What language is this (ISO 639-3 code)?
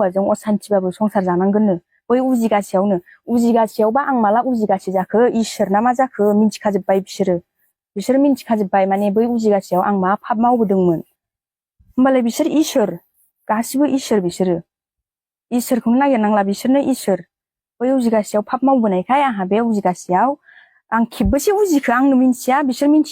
brx